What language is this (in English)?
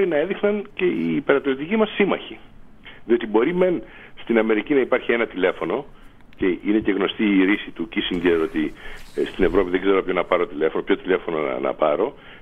Greek